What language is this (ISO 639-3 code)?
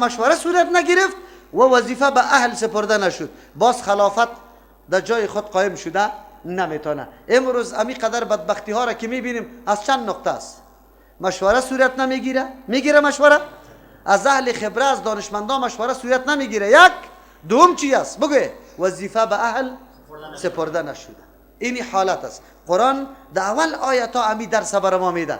fas